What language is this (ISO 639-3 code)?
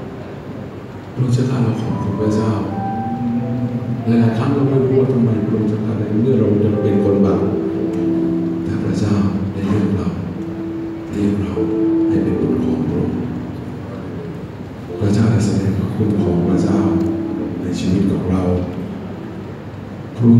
tha